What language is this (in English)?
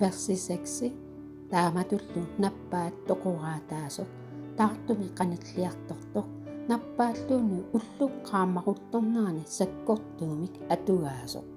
Kalaallisut